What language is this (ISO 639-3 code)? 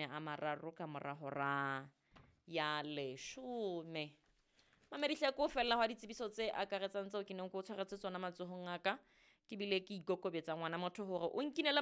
sot